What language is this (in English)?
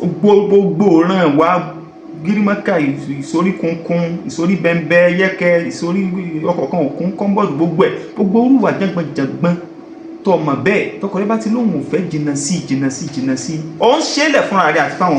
Yoruba